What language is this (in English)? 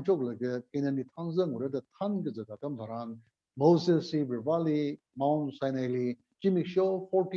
Tangkhul Naga (India)